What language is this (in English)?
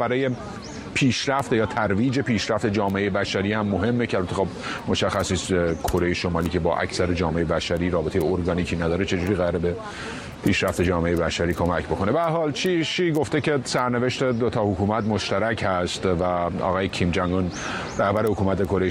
Persian